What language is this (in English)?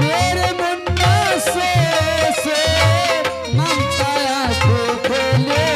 Angika